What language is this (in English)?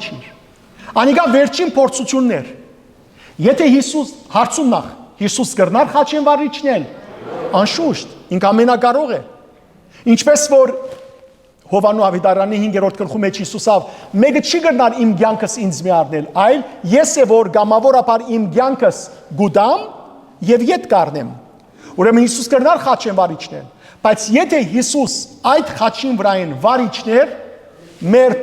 Western Armenian